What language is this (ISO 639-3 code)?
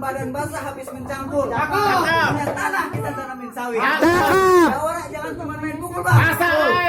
bew